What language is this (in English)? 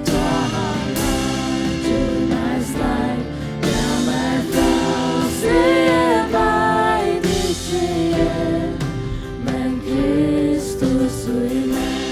Faroese